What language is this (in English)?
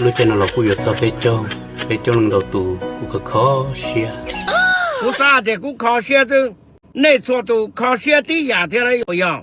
Hmong